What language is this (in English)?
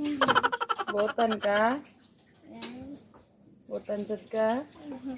Cebuano